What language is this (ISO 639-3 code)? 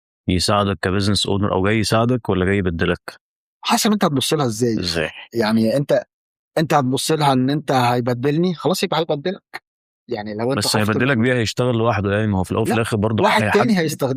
arz